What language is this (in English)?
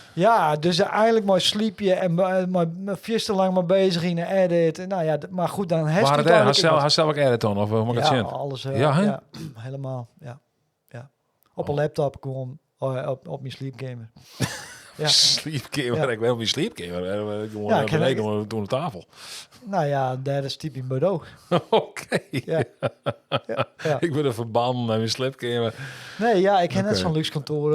Western Frisian